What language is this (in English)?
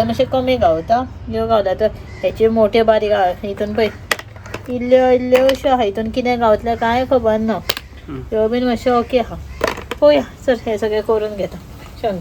Konkani